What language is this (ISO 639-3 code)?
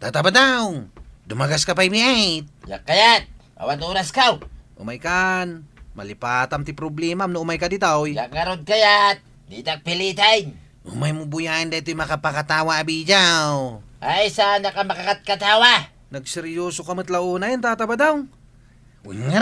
ilo